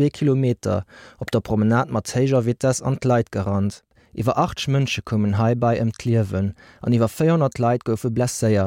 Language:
Luxembourgish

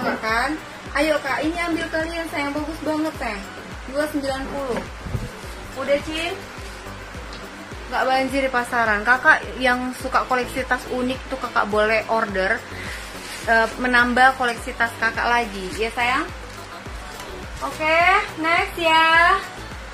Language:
Indonesian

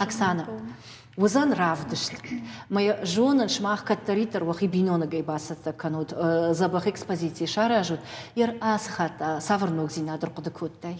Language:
Ossetic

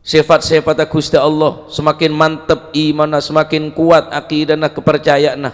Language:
Madurese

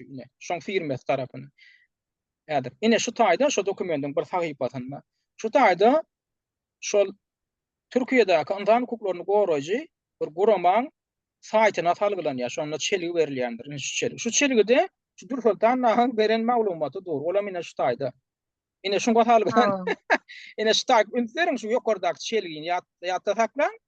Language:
Turkmen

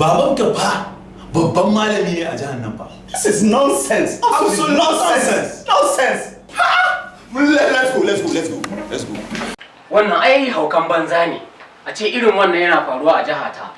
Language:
Hausa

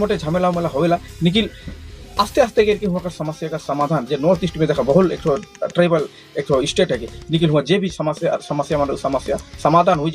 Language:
Sadri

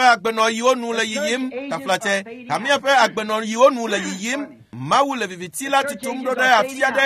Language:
Ewe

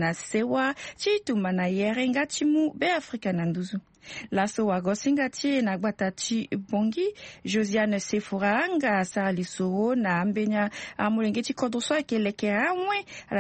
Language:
Sango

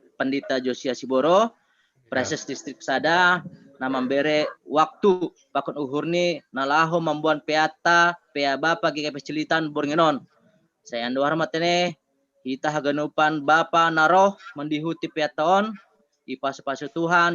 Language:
Batak Simalungun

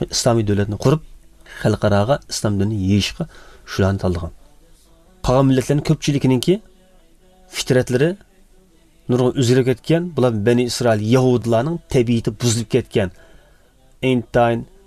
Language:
Uyghur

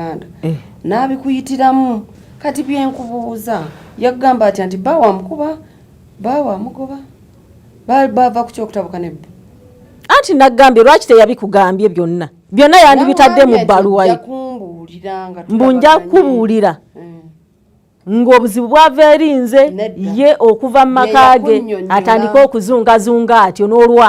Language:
Ganda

